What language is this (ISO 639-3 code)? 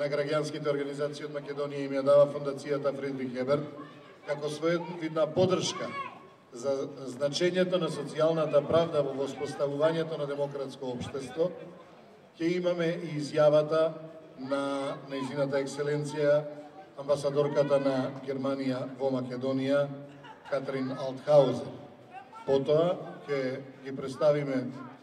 mkd